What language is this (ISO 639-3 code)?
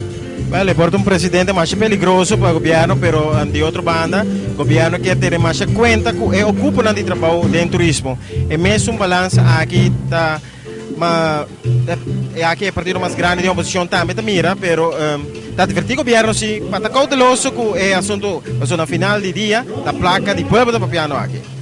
pap